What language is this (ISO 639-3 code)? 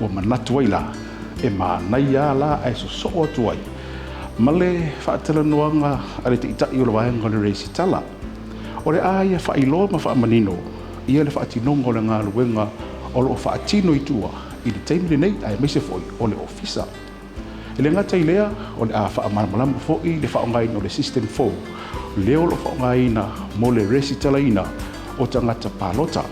smo